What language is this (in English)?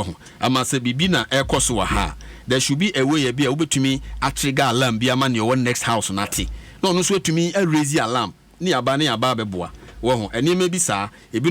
Akan